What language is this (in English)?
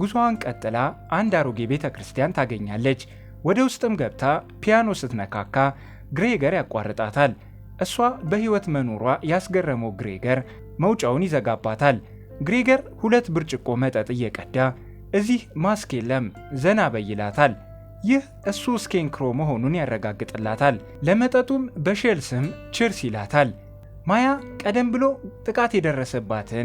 Amharic